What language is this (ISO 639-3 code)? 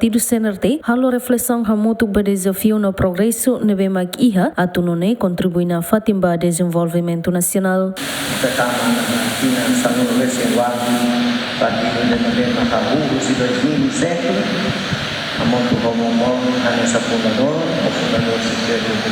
tet